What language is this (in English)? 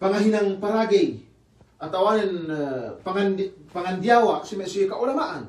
Yakan